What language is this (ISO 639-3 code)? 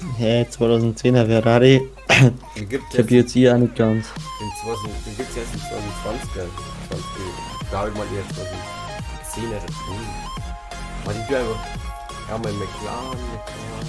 bar